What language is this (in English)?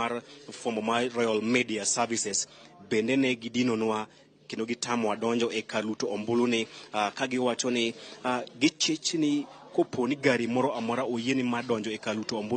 Luo (Kenya and Tanzania)